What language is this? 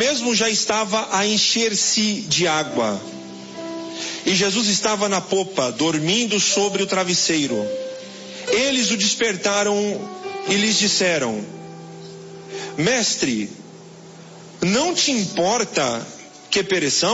Portuguese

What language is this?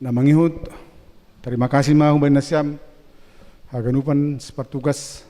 Batak Simalungun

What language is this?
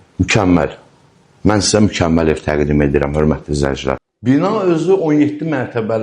Azerbaijani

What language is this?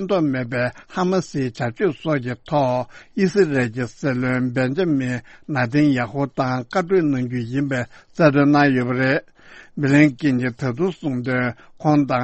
Tibetan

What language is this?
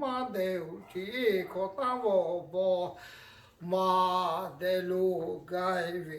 Lahu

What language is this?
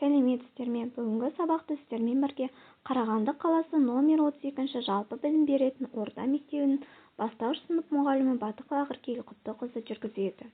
Kazakh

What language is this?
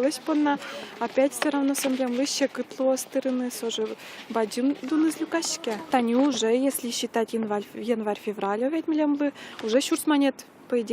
Udmurt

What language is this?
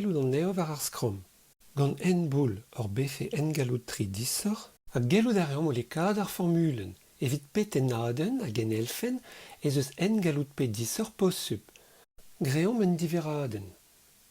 Breton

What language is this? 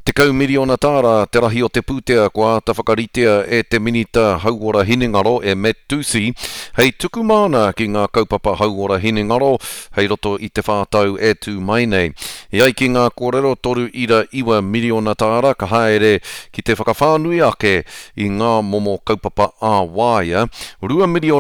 Māori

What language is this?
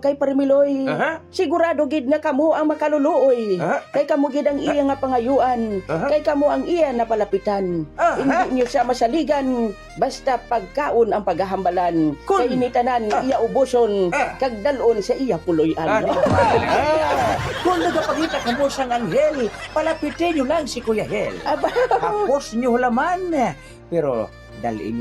Hiligaynon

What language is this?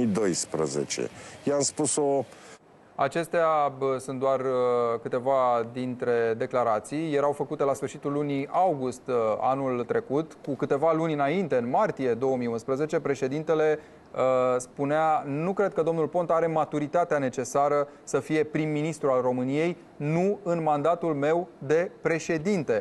Romanian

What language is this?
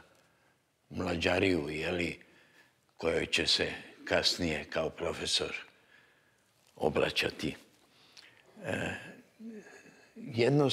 Serbian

